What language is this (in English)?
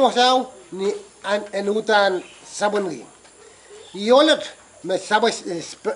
Pohnpeian